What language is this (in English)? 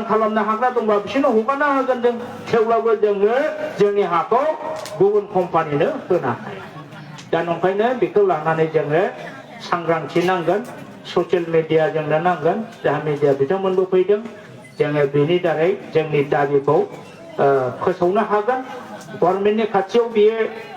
Bodo